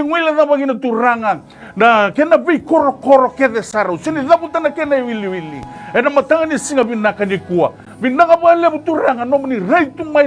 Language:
Fijian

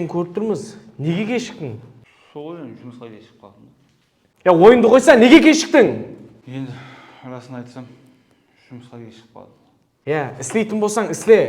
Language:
Kara-Kalpak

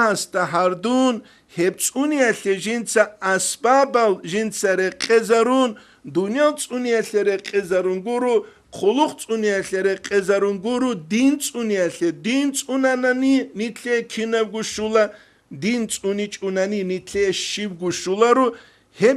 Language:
Avaric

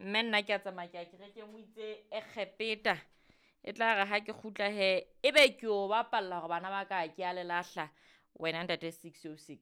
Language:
Southern Sotho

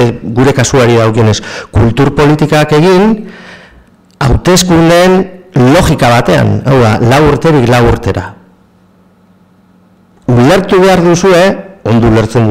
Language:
Basque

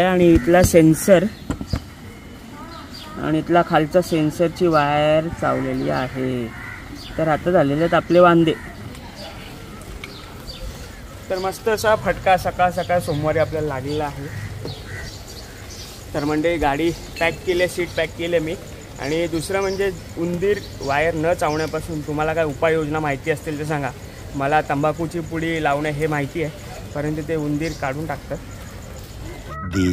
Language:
Marathi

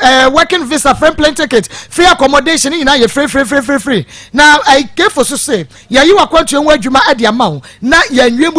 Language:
Akan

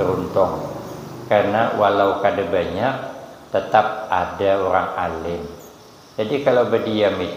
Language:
Banjar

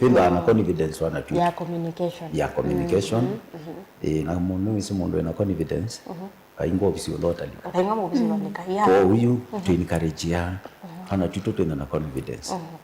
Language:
Kamba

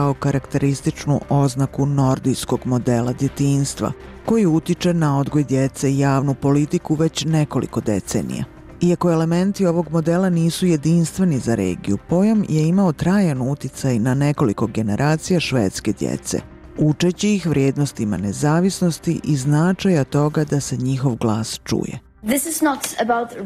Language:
Bosnian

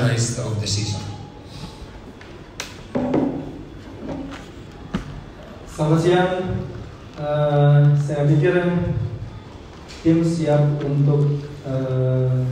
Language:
Indonesian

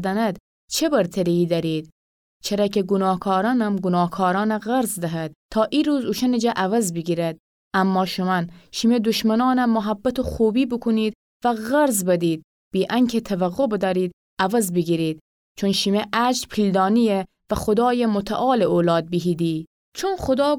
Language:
Gilaki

